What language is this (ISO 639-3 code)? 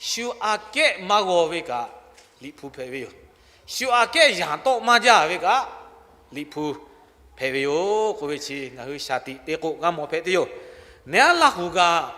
lhu